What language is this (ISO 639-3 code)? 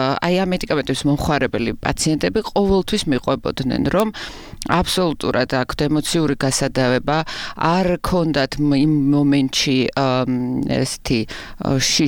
kat